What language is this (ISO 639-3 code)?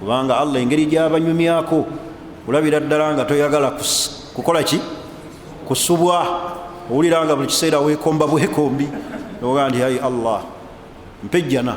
lug